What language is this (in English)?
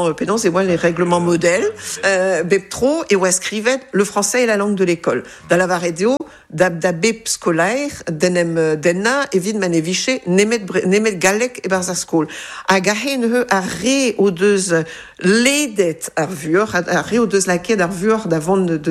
Breton